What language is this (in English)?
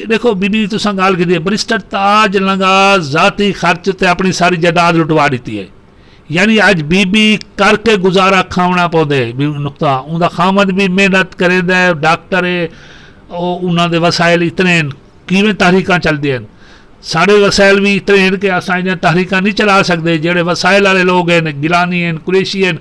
Saraiki